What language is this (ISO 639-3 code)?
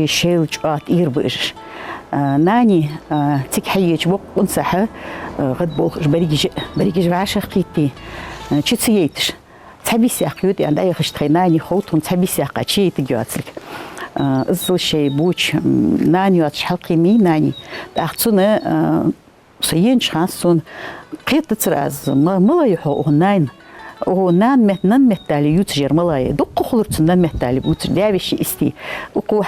inh